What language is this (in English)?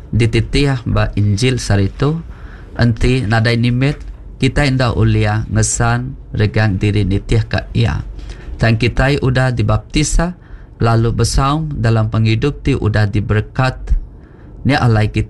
Iban